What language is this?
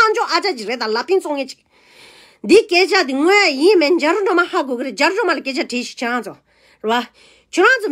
Tibetan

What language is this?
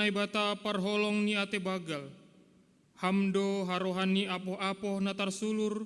Batak Simalungun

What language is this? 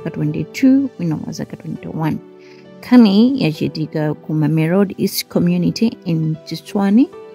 Nyanja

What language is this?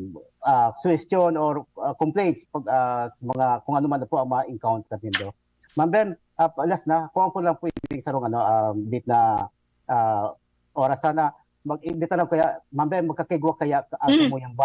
Bikol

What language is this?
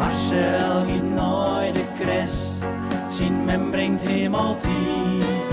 Western Frisian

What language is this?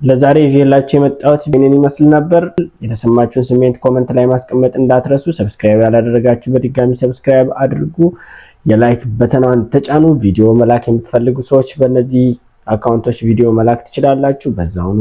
Amharic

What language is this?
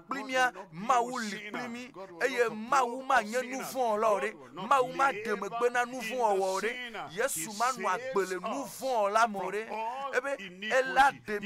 Ewe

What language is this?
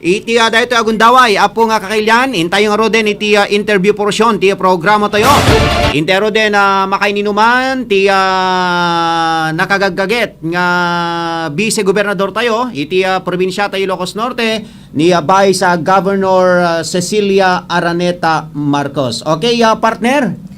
Iloko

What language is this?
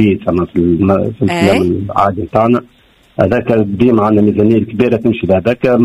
Tunisian Arabic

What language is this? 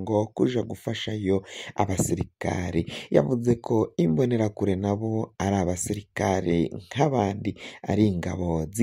Rundi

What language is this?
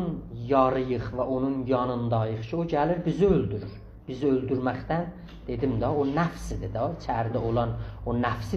South Azerbaijani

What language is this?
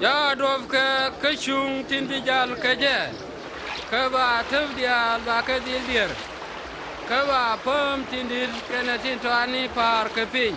Nuer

